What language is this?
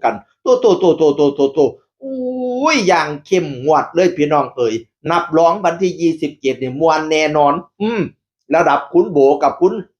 Northeastern Thai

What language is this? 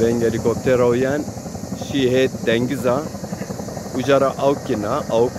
Zaza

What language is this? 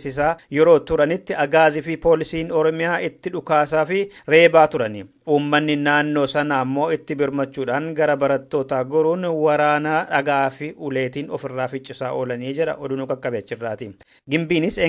Oromo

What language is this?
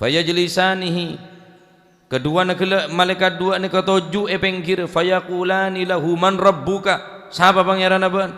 Madurese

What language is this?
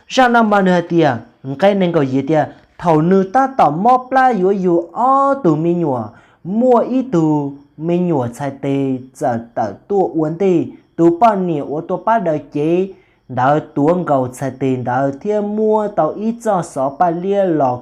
Hmong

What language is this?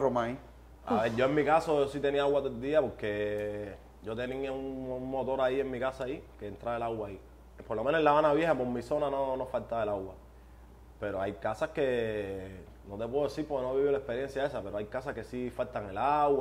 Spanish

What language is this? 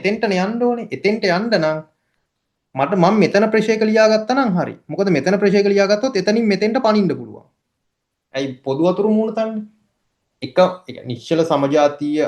Sinhala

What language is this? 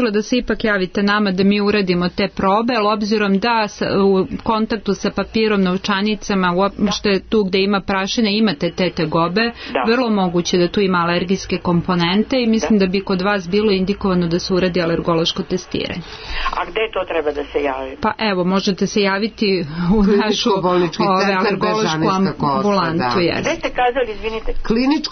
Serbian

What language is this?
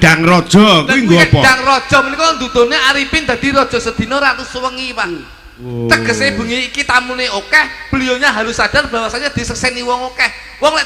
Javanese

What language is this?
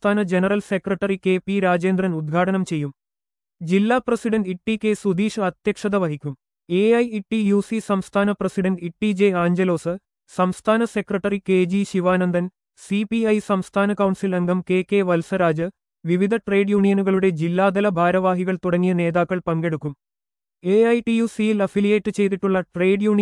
Malayalam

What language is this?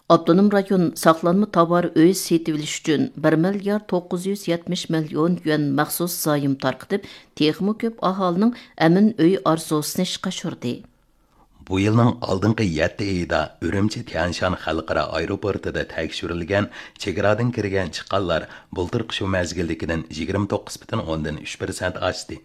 Uyghur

